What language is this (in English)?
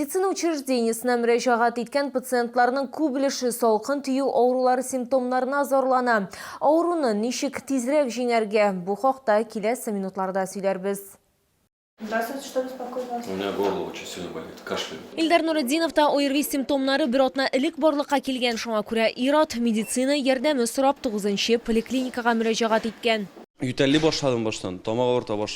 Tatar